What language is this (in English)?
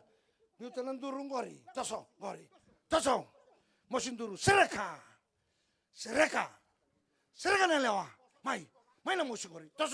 Fijian